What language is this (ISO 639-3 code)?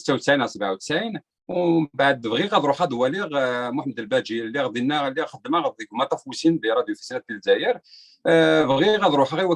kab